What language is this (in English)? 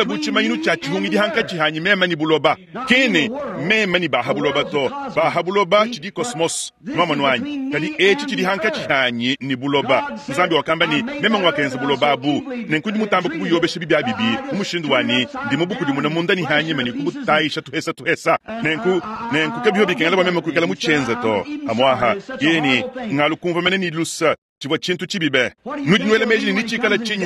Luba-Lulua